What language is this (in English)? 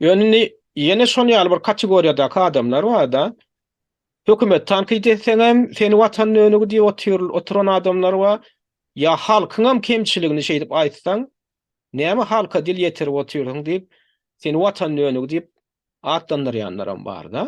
Turkmen